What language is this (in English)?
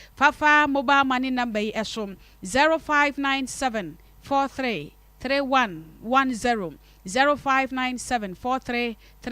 Akan